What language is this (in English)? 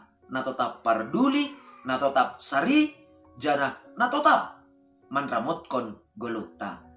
Batak Simalungun